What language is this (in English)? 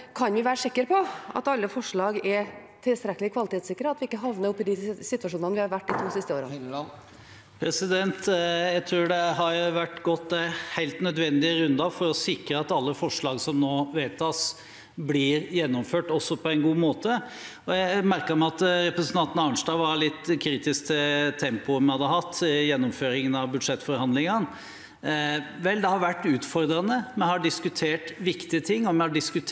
Norwegian